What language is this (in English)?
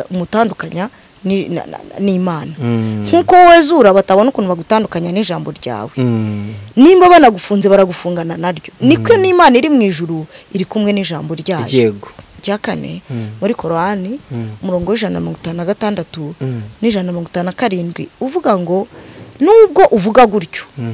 Kinyarwanda